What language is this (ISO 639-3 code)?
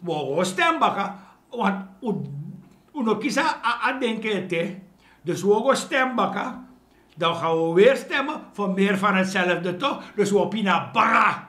srn